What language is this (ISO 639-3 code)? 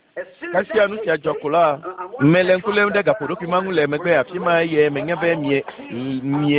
ewe